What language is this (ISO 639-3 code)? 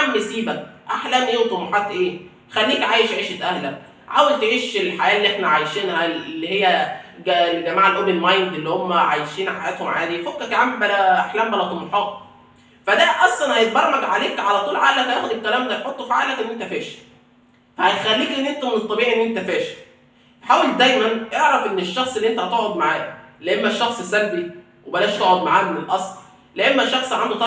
arz